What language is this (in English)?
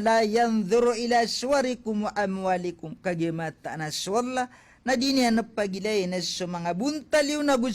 Maranao